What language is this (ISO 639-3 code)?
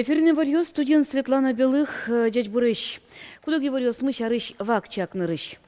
udm